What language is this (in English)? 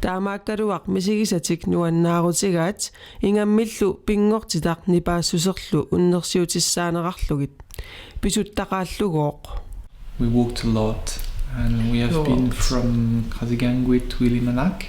Kalaallisut